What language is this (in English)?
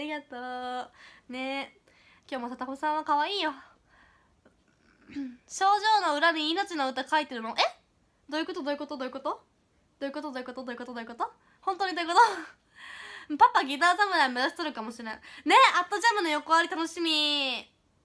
Japanese